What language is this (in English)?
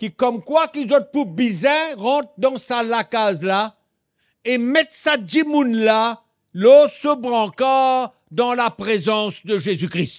Morisyen